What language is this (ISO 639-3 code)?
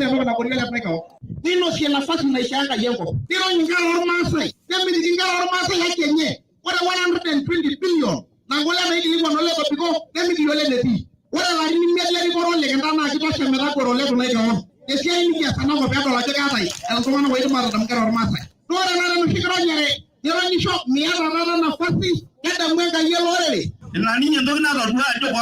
mas